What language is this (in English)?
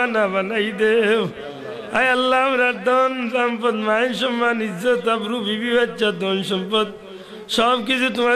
Sylheti